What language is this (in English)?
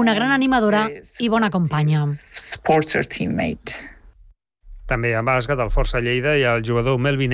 Catalan